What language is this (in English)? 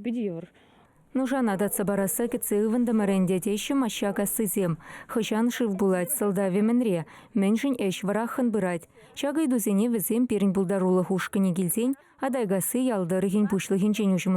Chuvash